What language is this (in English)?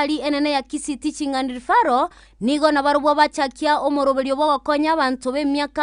Gusii